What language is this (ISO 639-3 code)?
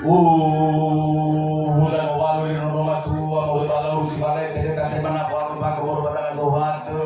nia